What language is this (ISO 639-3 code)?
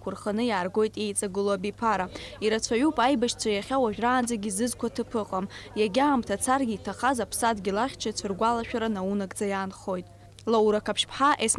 abk